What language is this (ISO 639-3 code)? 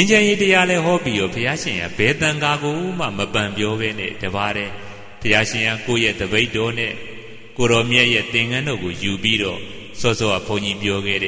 mya